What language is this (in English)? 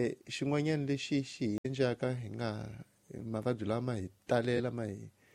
Tsonga